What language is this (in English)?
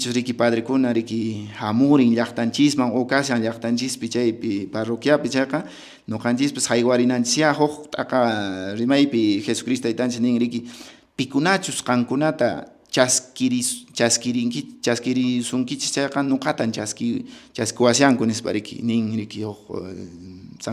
Quechua